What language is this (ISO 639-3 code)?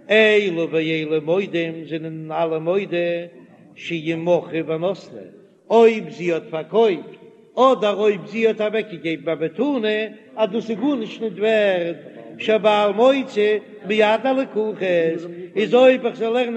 yid